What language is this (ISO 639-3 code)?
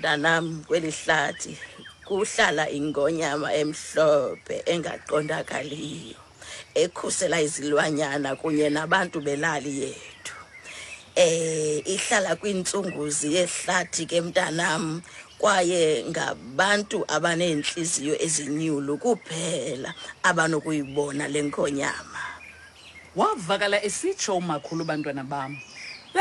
xho